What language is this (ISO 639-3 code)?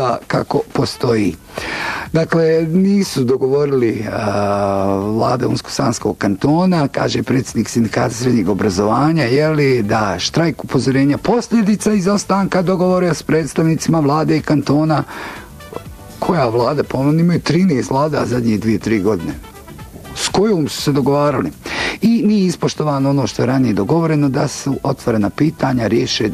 bos